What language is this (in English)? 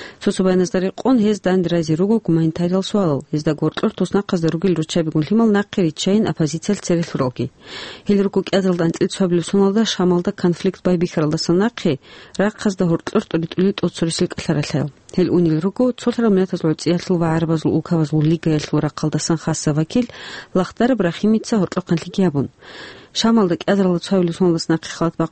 Avaric